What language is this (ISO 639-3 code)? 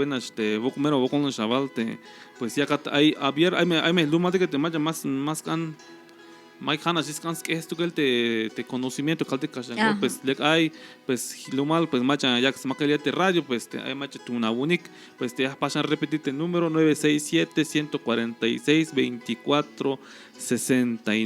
tzh